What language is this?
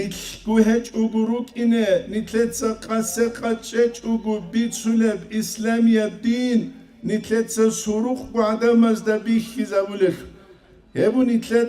Avaric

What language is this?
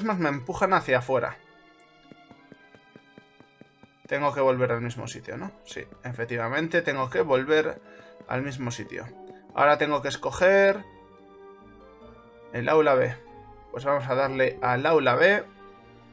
Spanish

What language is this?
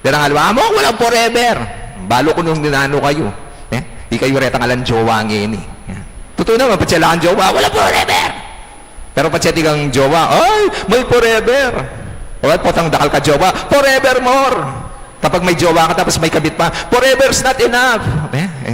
Pampanga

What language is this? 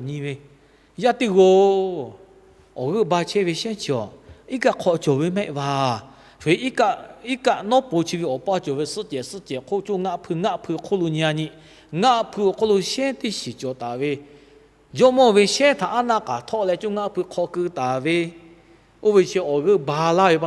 Lahu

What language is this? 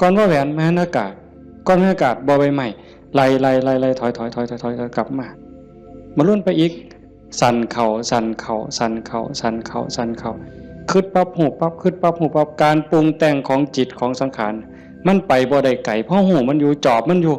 Northeastern Thai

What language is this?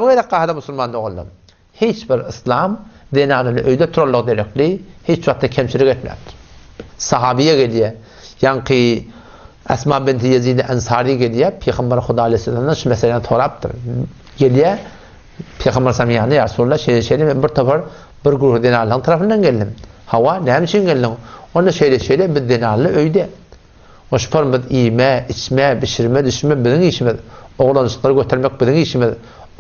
Turkmen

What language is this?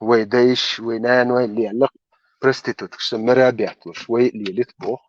Chechen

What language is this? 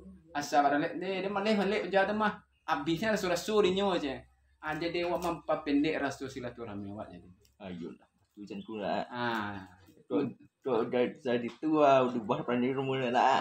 Minangkabau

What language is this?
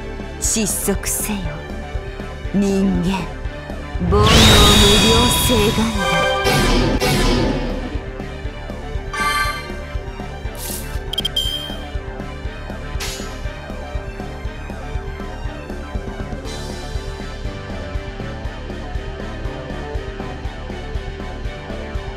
Japanese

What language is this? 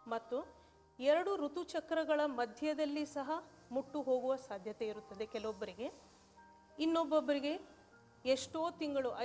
Kannada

